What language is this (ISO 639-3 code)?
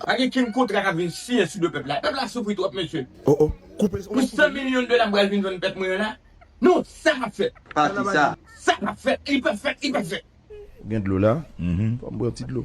hat